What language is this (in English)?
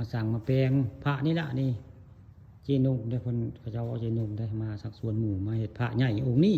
Northeastern Thai